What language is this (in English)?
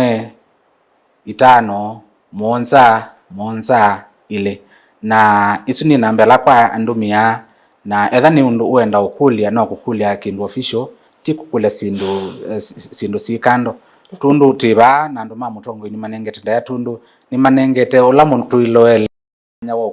Kamba